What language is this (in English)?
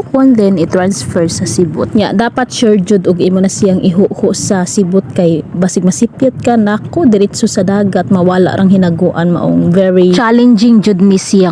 Cebuano